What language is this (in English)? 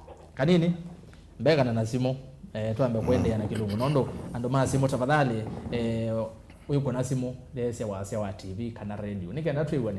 Kamba